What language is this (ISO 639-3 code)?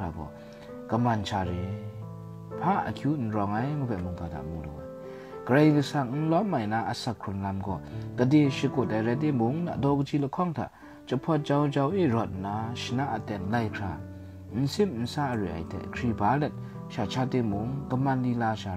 kac